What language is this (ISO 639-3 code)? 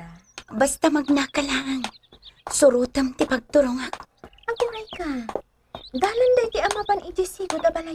ilo